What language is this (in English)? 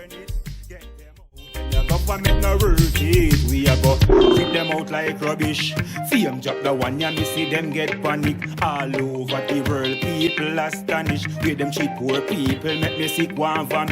Jamaican Creole English